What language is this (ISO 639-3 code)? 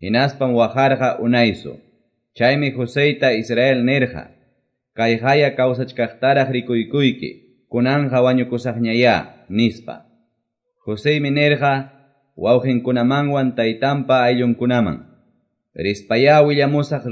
que